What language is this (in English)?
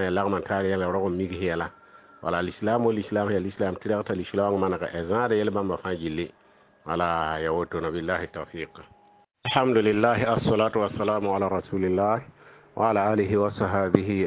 Mossi